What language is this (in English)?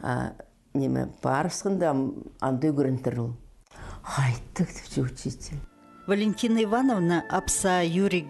Khakas